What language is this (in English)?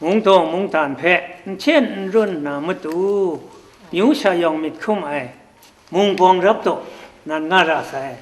Kachin